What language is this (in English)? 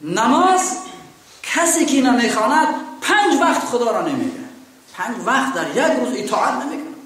Tajik